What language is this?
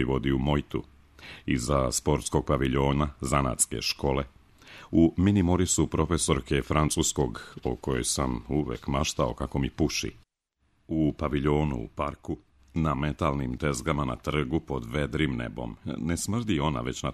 Serbian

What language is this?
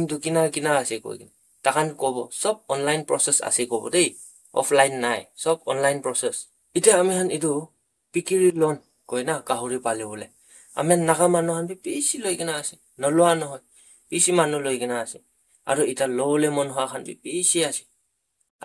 Naga Pidgin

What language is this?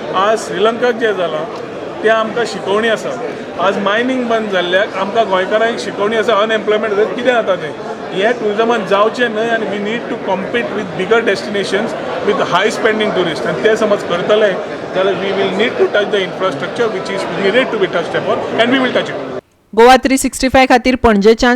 Konkani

